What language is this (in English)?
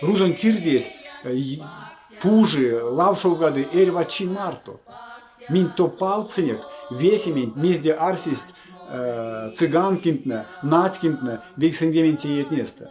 Erzya